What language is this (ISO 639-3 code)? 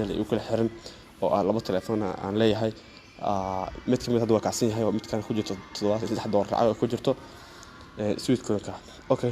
som